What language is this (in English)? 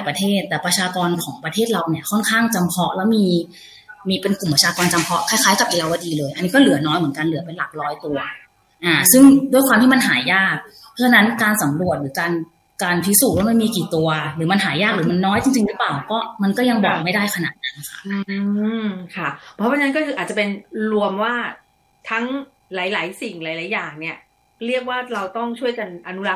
Thai